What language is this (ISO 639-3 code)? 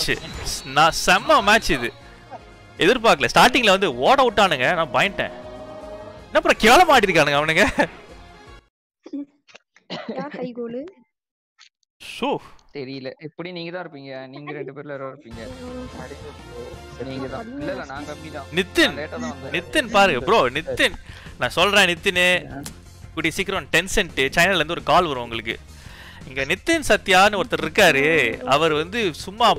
tam